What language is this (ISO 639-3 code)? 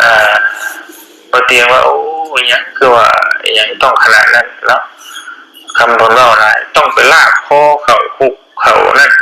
tts